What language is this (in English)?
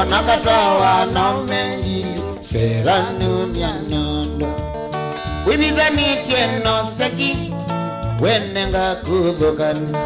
Kamba